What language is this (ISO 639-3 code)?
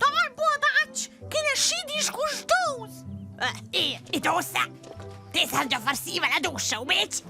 roh